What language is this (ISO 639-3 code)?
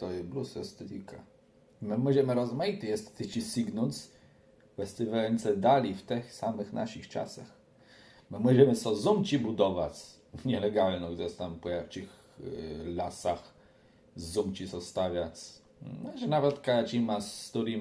csb